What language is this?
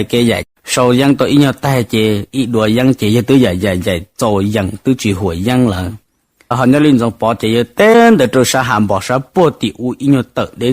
Hmong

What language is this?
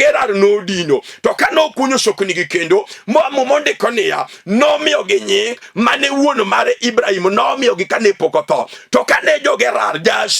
Luo (Kenya and Tanzania)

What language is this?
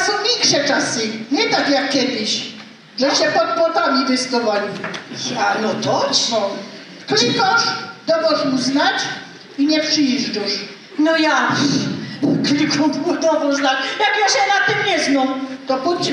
Silesian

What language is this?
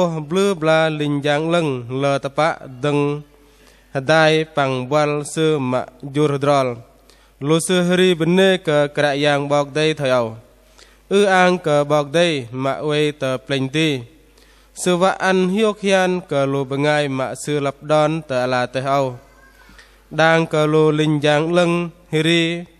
Bahnar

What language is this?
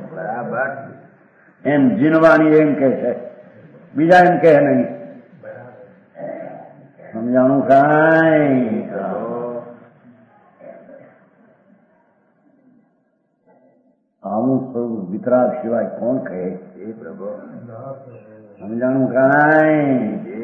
Gujarati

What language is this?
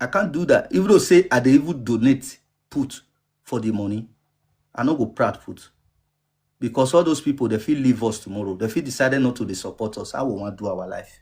Nigerian Pidgin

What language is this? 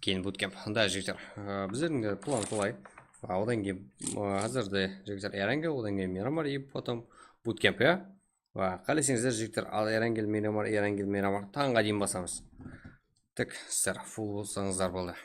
Kara-Kalpak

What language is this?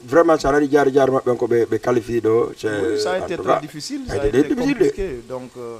Fula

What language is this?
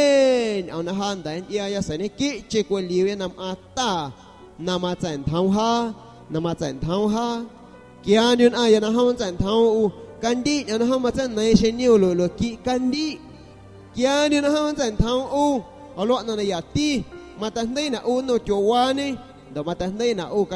San Pedro Amuzgos Amuzgo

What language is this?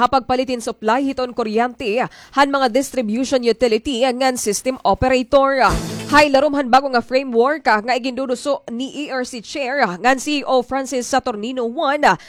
Waray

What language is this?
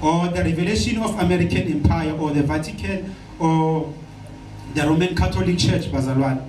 Zulu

